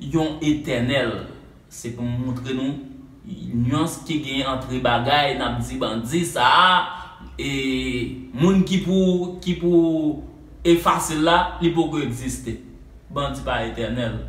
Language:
Haitian Creole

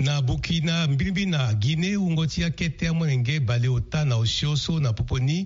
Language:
Sango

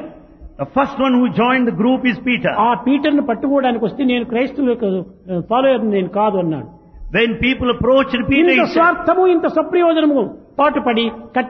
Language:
Telugu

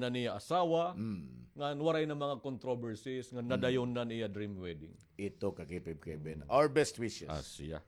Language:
Waray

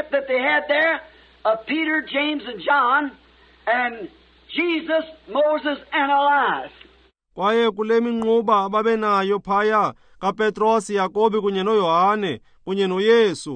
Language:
Xhosa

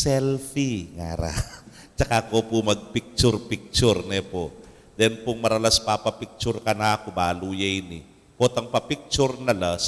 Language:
Pampanga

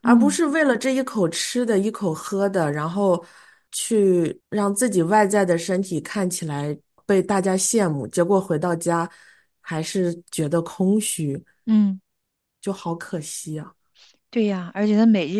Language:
Chinese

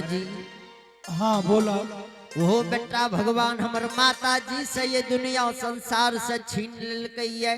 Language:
Angika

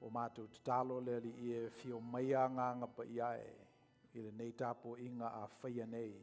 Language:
Samoan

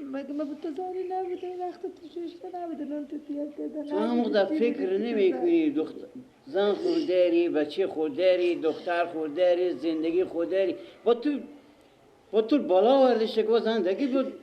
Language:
Persian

